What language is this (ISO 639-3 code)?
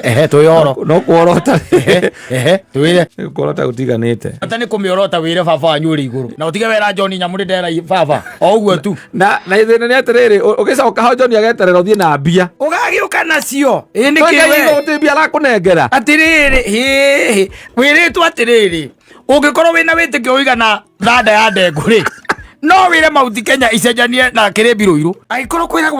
kik